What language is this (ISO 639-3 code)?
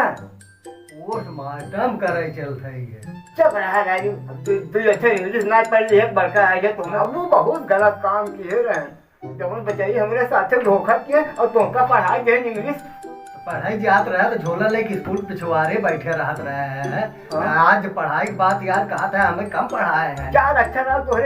awa